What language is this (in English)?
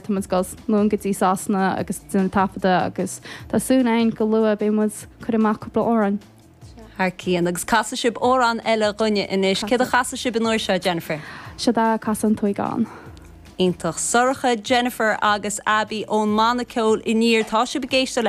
Irish